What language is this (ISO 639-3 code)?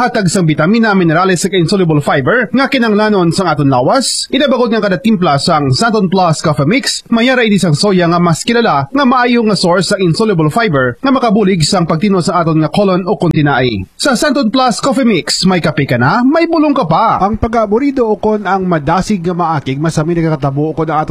hil